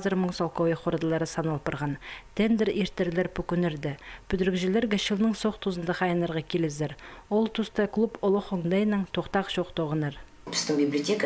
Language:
Khakas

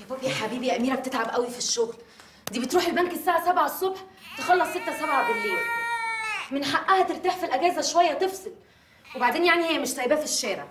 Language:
Egyptian Arabic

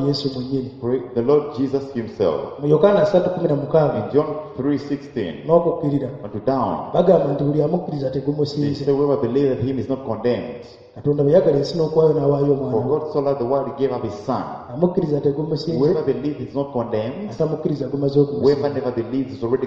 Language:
Ganda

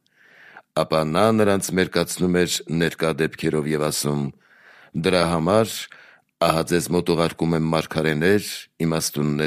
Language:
Armenian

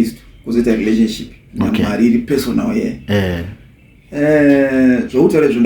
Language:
Shona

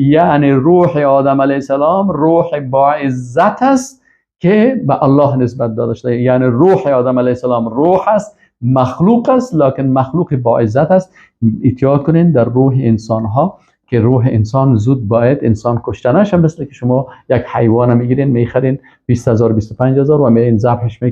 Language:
Persian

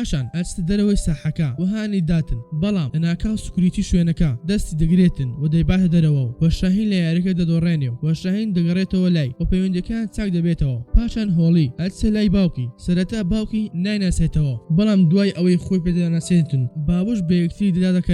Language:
Central Kurdish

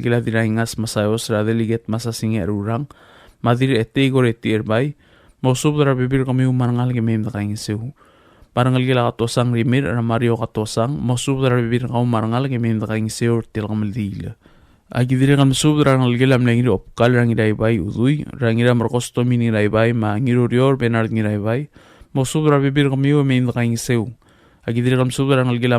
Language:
Palauan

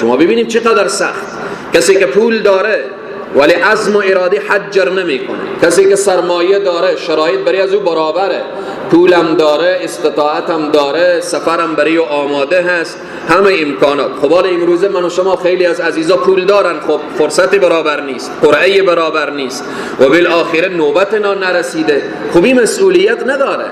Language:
Persian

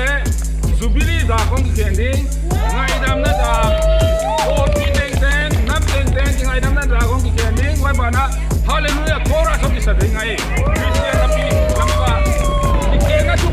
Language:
Paite Chin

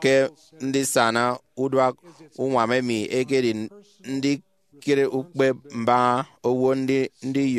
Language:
Efik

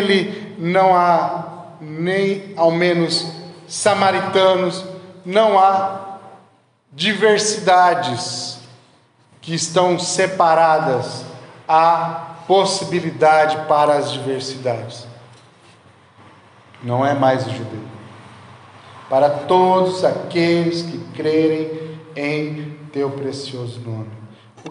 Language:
Portuguese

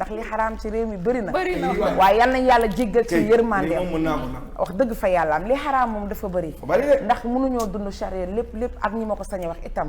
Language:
Wolof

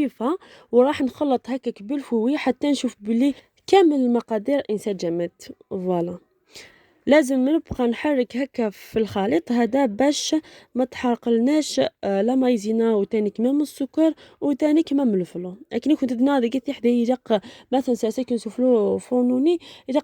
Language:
Algerian Arabic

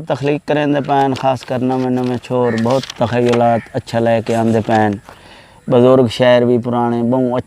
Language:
Saraiki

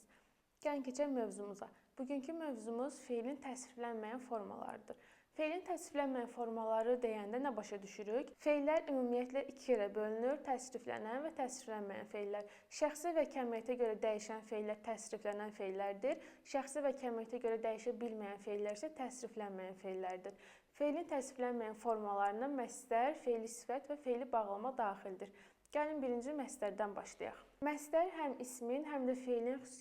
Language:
Azerbaijani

